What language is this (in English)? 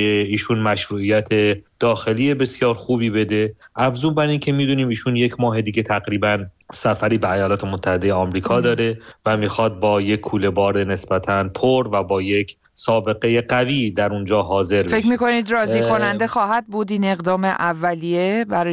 Persian